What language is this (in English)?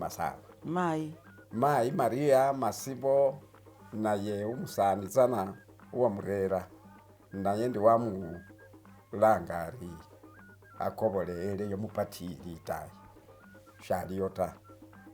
Masaaba